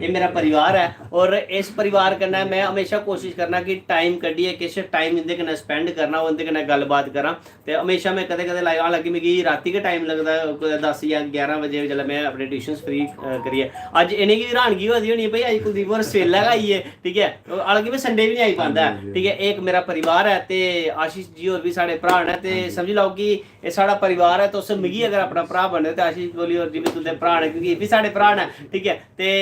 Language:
Dogri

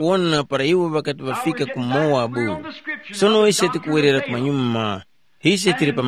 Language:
Tumbuka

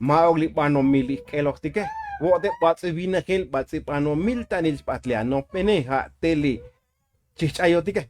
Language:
Tzotzil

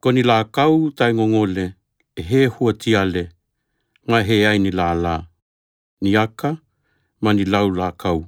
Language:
Tokelau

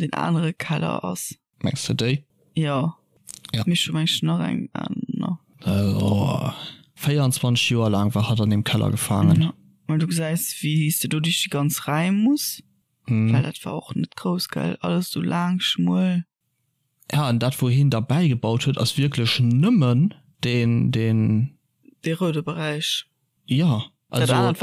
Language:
Luxembourgish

